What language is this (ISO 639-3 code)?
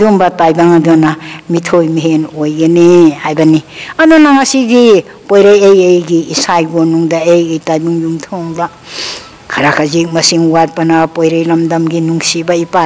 mni